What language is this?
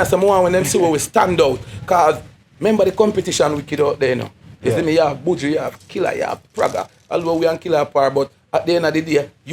Jamaican Creole English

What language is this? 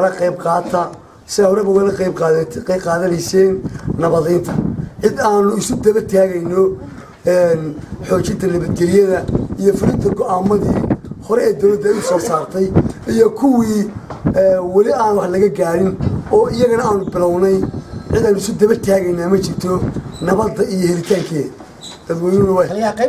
Somali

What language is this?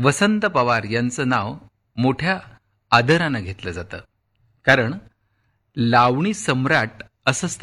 Marathi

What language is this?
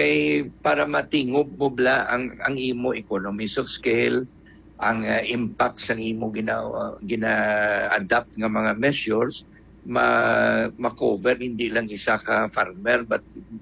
Hiligaynon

